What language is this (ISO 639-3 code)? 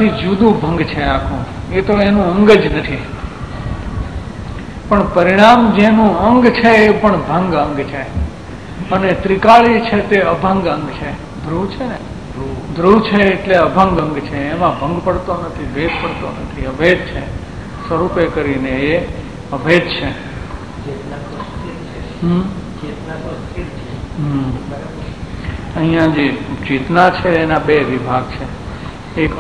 guj